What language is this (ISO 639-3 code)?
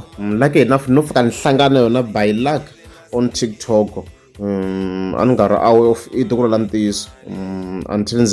tso